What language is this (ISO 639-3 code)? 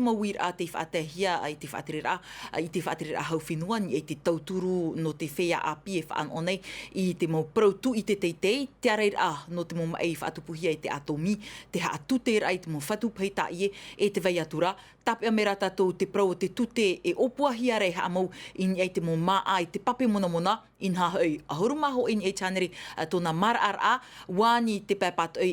tah